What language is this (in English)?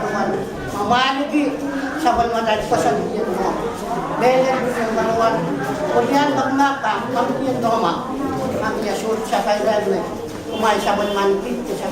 Pohnpeian